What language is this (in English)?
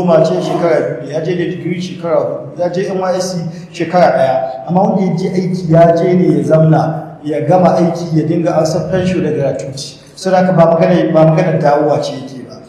Hausa